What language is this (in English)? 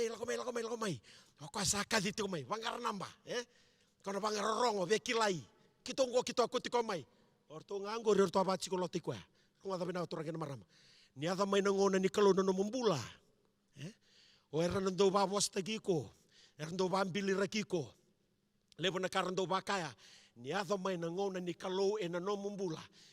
Fijian